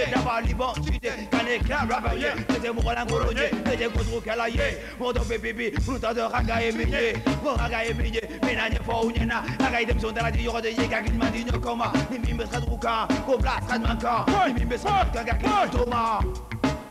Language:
Bambara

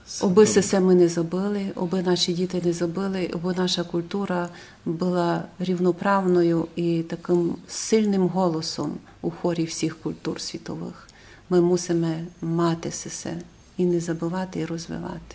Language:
Rusyn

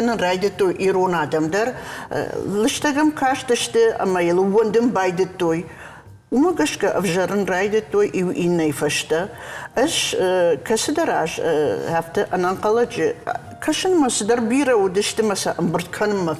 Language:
Ossetic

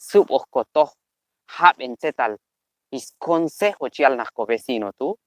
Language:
Q'anjob'al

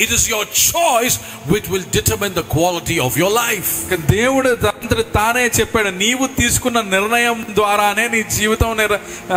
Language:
Telugu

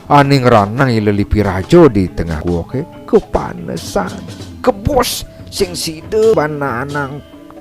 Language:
Balinese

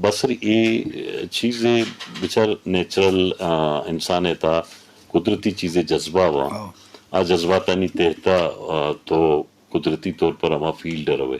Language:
Eastern Balochi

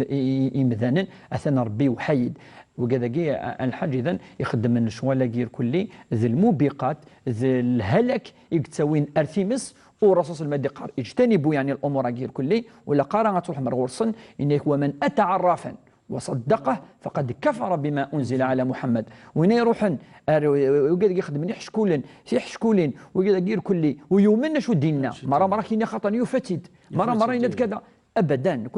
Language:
Kabyle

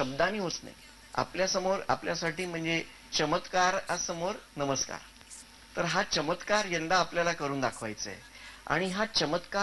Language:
Marathi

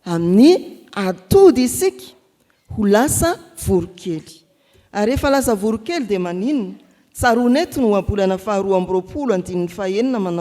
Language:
Malagasy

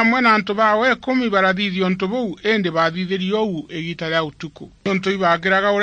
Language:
Meru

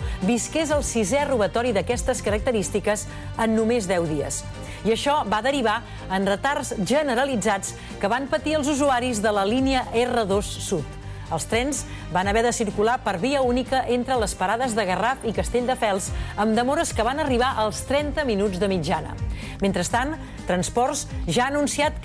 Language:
Catalan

